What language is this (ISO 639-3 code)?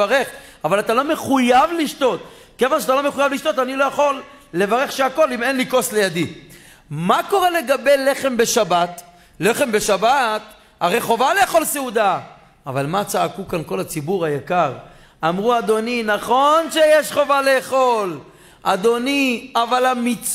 heb